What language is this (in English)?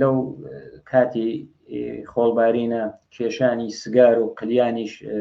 Central Kurdish